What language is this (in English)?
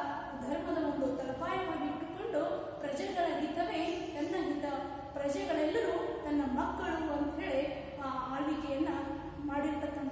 Kannada